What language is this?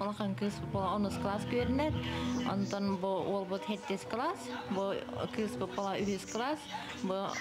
Yakut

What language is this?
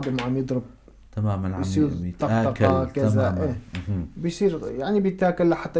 North Levantine Arabic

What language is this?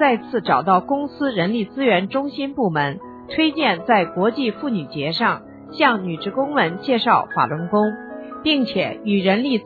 Chinese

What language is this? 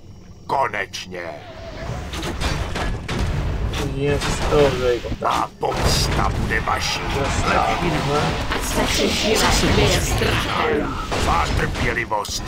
Czech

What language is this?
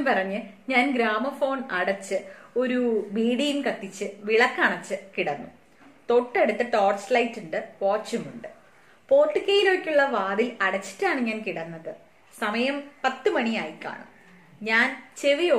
Malayalam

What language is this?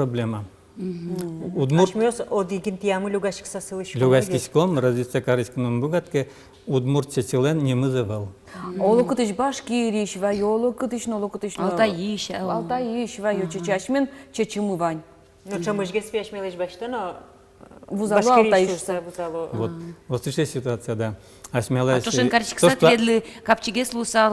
Udmurt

